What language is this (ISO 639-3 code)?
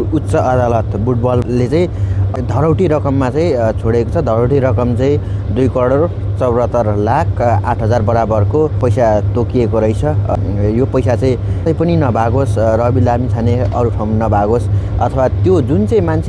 nep